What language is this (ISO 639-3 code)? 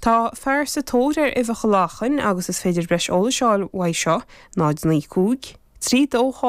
gle